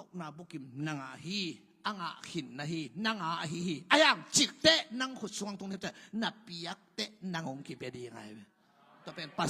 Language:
Tedim Chin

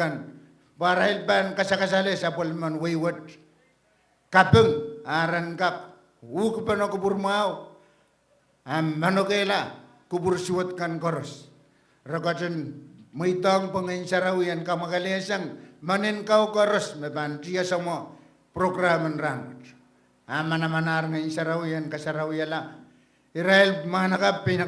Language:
Pohnpeian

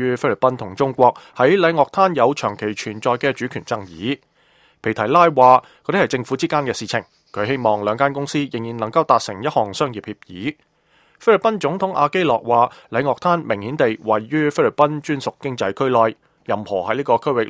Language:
Cantonese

